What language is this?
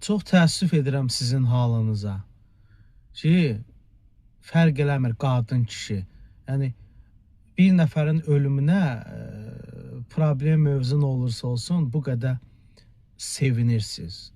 Azerbaijani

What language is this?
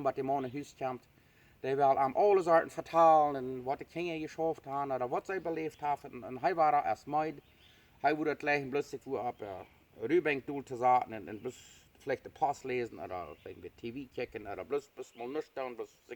Plautdietsch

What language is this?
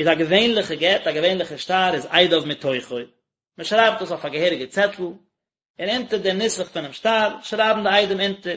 Yiddish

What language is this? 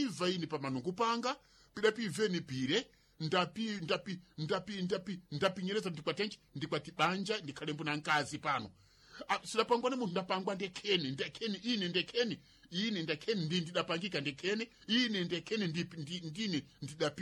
Sena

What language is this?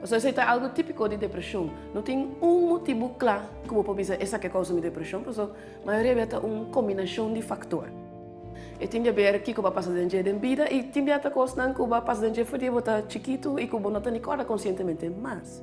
Papiamento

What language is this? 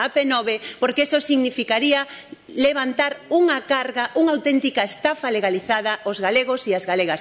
Galician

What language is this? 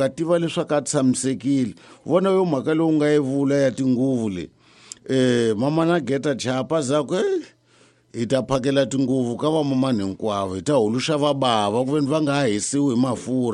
Tsonga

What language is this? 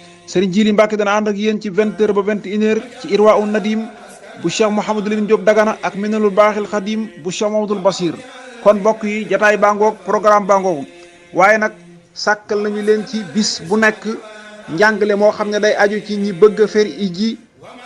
Wolof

